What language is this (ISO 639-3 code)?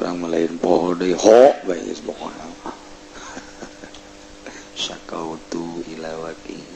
sun